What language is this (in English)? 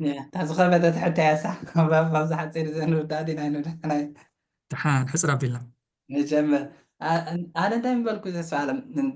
Tigrinya